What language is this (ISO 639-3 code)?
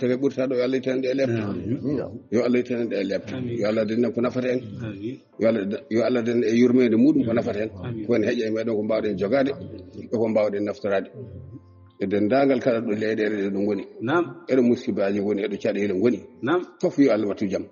ful